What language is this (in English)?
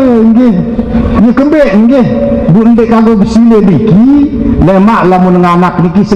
Sasak